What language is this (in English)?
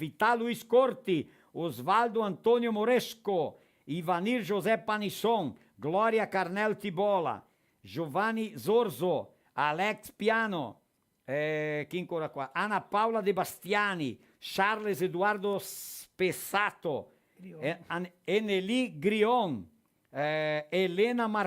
Venetian